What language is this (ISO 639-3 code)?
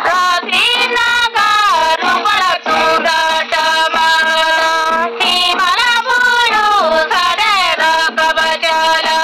sat